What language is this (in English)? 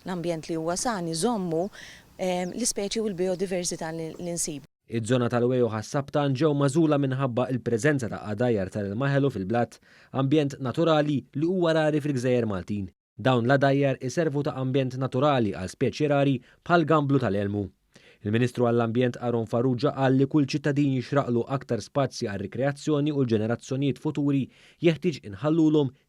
Maltese